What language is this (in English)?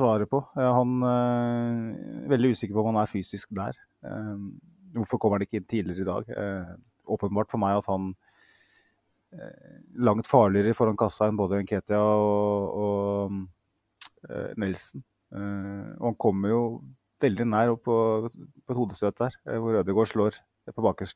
Norwegian